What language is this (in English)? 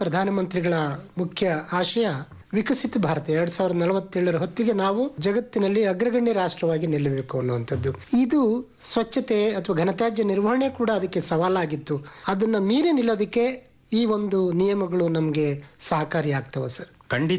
Kannada